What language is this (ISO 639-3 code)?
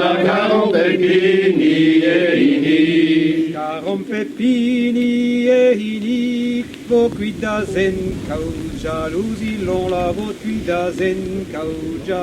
bre